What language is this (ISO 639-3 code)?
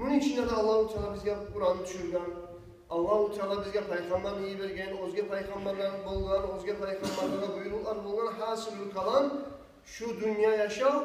kum